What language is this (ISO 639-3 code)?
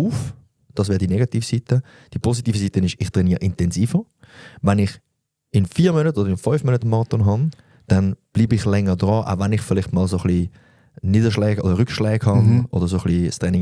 gsw